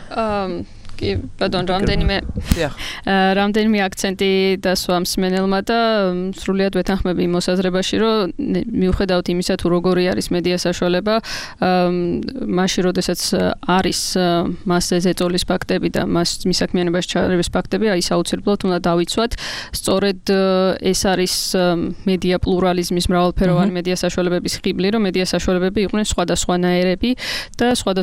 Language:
Georgian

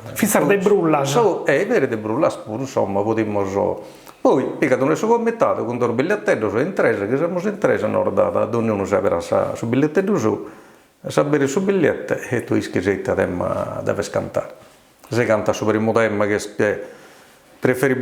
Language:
Sardinian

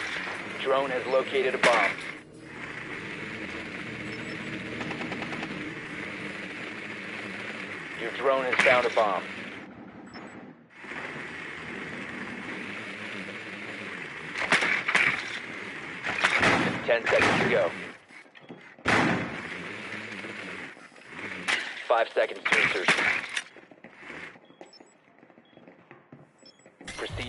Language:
English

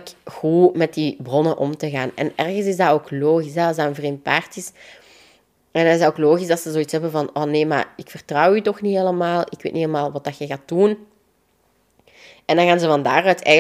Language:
Dutch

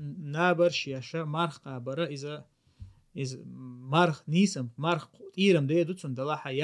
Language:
Chechen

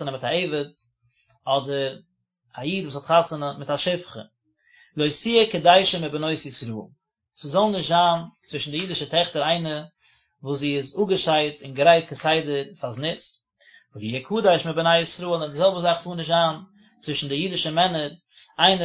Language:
Yiddish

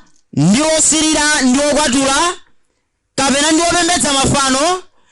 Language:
Nyanja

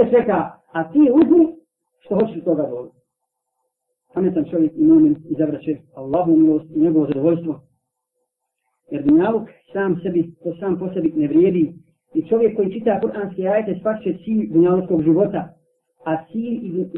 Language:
Bosnian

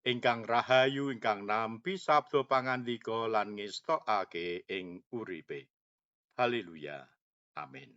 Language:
Javanese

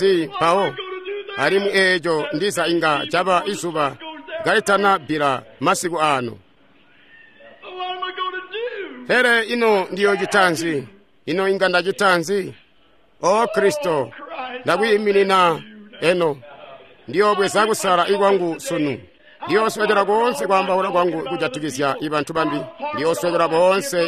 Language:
Tonga (Zambia)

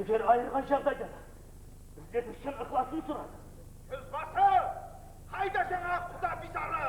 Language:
Kara-Kalpak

